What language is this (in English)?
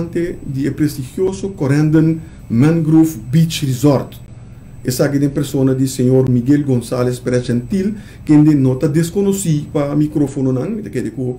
Papiamento